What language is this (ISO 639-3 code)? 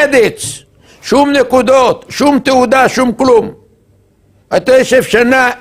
heb